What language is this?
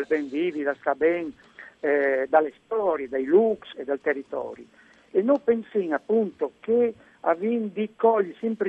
Friulian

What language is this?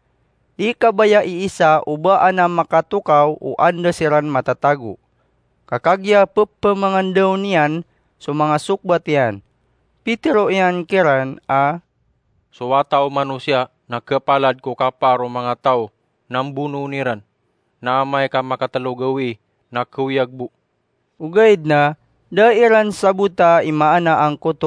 Maranao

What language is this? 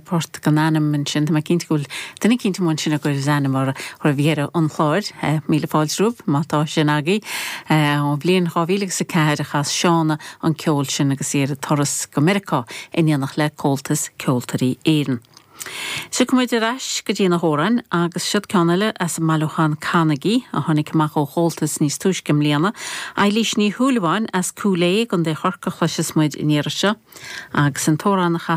Irish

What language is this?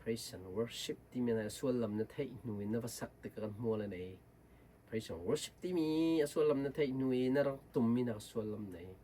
Hakha Chin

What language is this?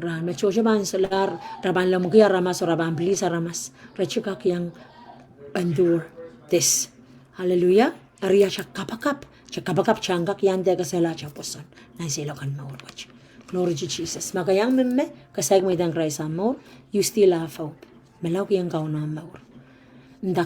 Pohnpeian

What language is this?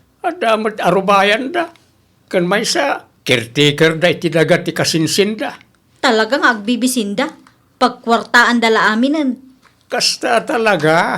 Iloko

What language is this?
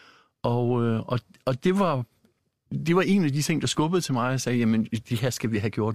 Danish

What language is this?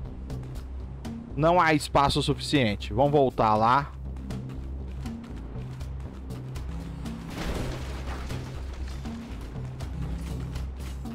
Portuguese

